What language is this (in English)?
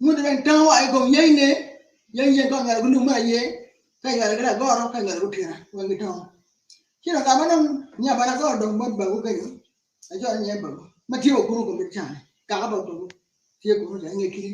Acoli